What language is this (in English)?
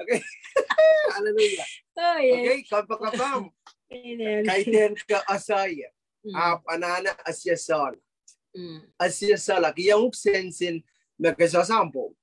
Pohnpeian